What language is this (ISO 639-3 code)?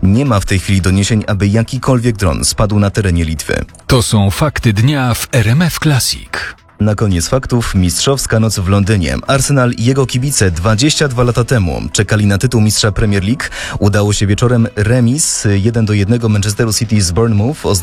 pol